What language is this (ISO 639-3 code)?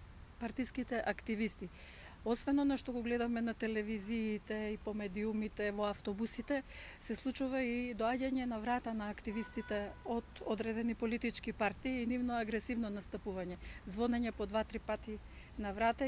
mkd